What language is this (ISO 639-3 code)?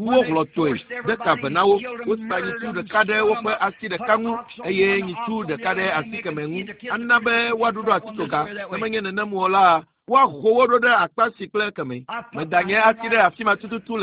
ewe